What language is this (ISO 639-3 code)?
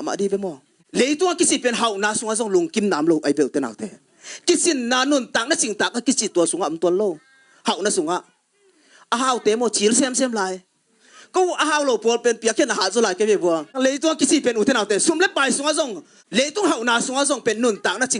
ctd